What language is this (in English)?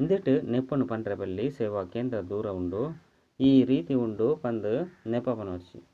Tulu